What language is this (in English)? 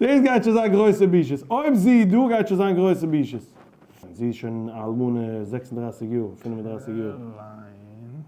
Yiddish